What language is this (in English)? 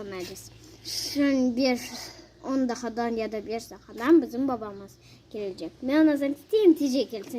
Crimean Tatar